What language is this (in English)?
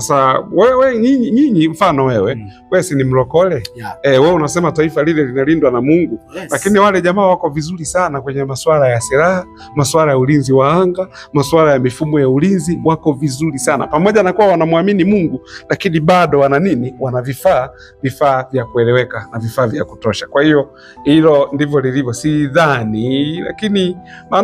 Swahili